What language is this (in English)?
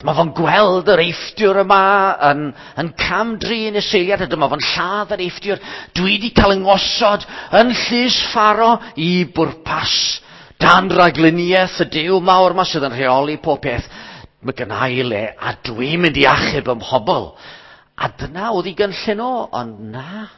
Welsh